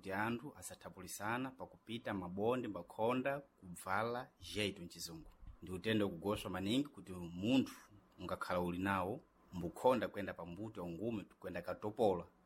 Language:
Sena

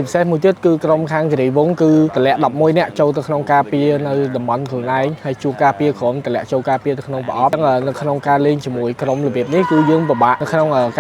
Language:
Khmer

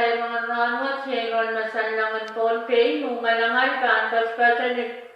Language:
Pohnpeian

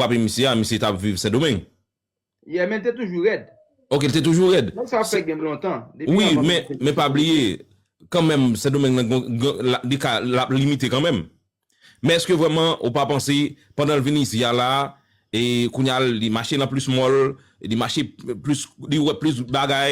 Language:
Haitian Creole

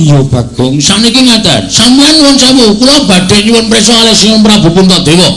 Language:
Javanese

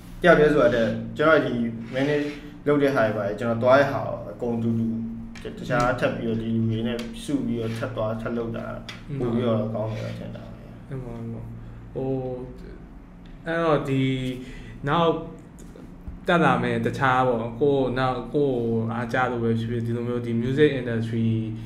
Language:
Burmese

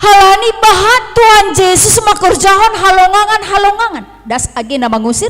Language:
Batak Simalungun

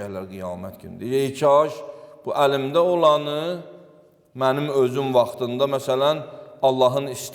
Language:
Azerbaijani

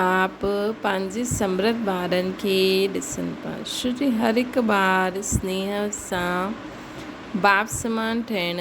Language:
Sindhi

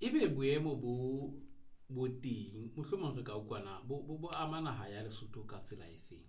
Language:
Southern Sotho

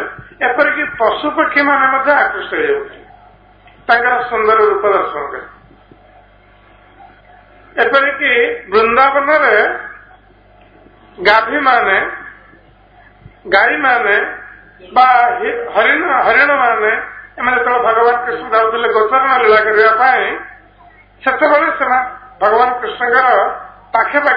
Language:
Odia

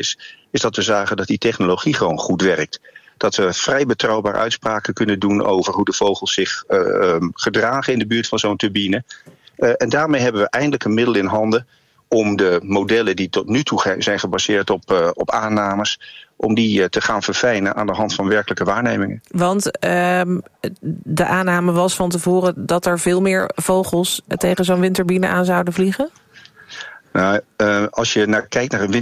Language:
Dutch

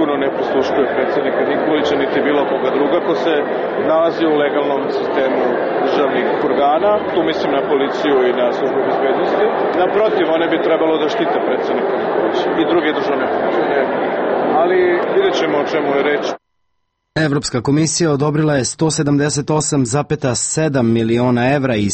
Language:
Serbian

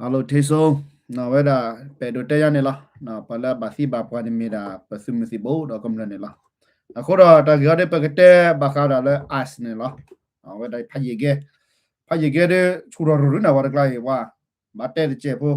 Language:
S'gaw Karen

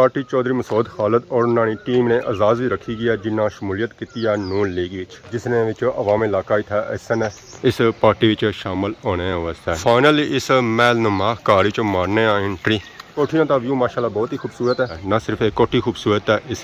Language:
Pahari-Potwari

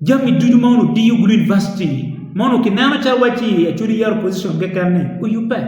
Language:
Acoli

